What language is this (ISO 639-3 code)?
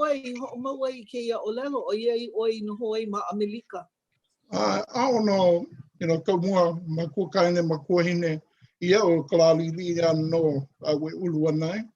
haw